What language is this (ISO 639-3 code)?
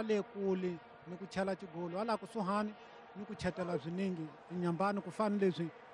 tso